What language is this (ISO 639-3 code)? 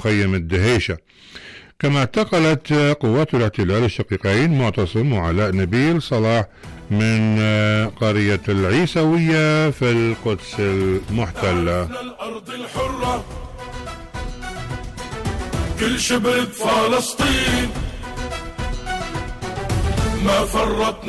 ara